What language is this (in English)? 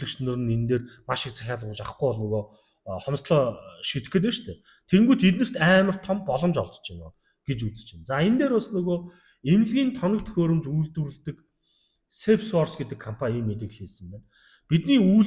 Mongolian